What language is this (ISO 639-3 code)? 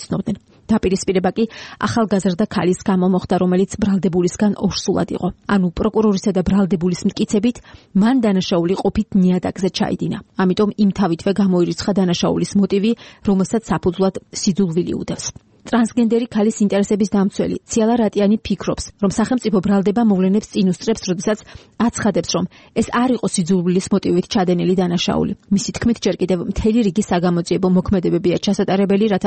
kat